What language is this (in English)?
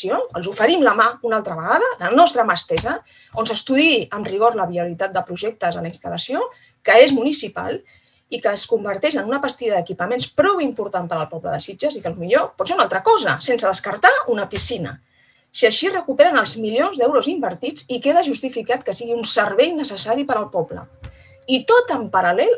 Catalan